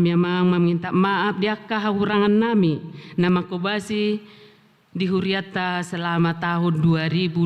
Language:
Batak Toba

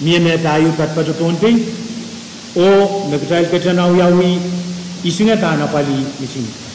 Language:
Pohnpeian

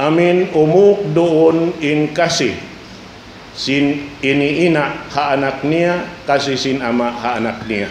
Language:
Tausug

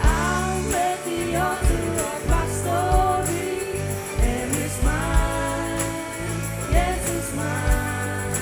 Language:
Faroese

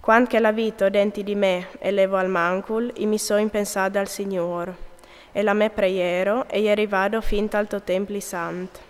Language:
Friulian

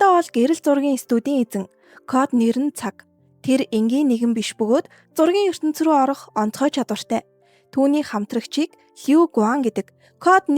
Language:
Mongolian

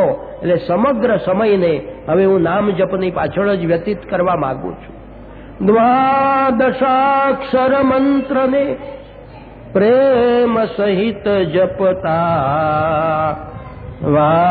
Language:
Gujarati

